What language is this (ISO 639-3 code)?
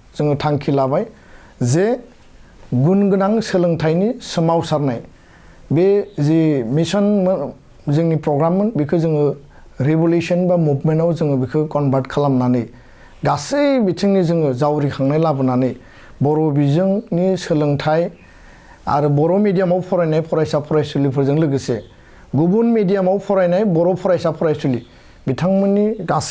brx